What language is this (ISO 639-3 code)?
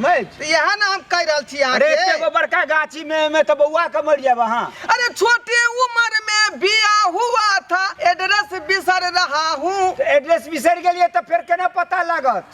mai